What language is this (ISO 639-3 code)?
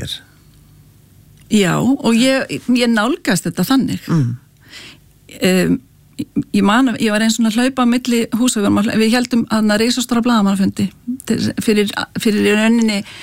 isl